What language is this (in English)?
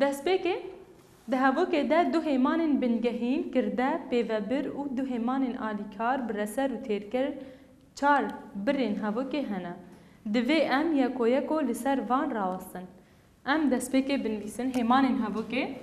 Kurdish